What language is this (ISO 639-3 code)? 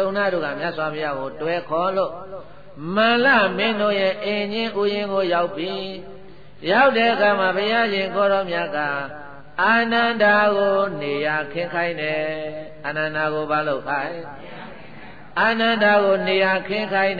mya